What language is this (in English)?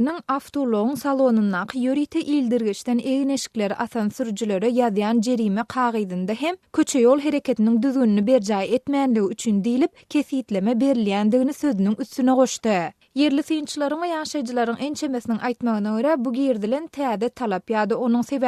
Turkmen